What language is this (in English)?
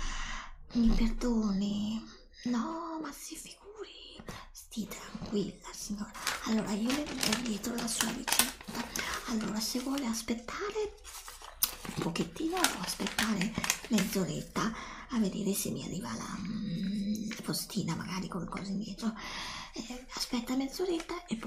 Italian